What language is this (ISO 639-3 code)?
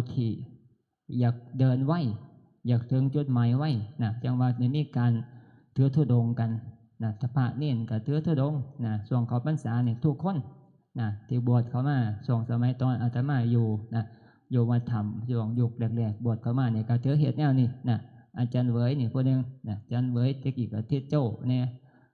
tts